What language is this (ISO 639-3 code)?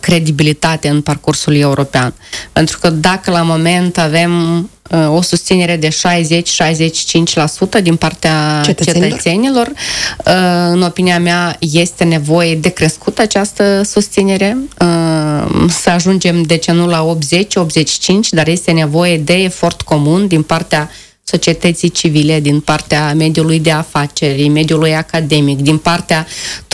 ron